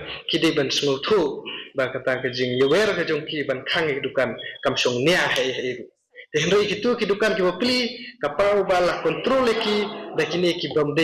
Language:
Khasi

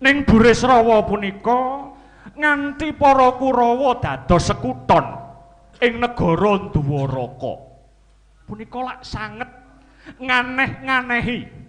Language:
Javanese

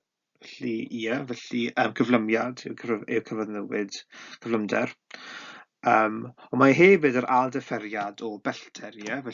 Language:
Welsh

